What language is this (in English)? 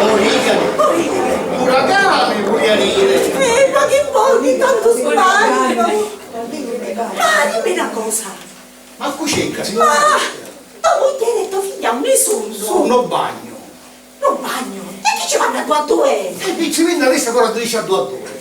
Sicilian